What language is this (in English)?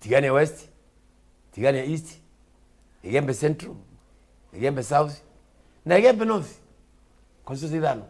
Meru